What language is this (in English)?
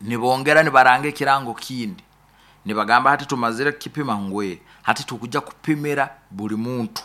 Nyoro